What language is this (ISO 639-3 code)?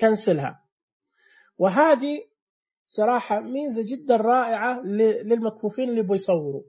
ars